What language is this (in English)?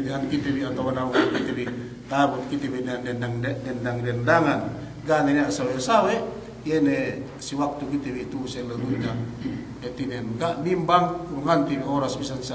Yakan